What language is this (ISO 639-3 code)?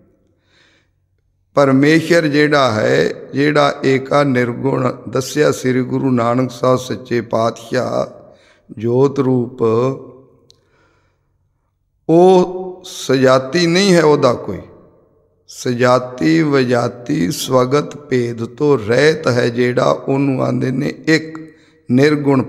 pan